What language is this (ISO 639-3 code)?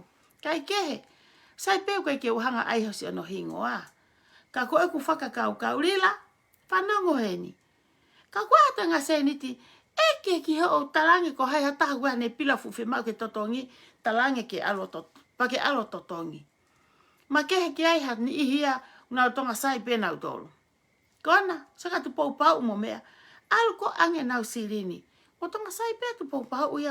ton